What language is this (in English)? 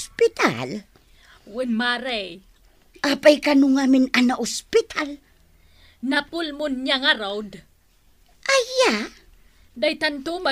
Iloko